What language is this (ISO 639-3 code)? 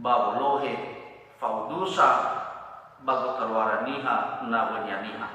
nia